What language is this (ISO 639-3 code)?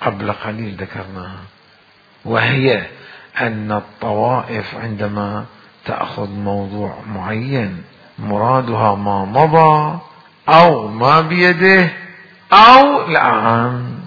acm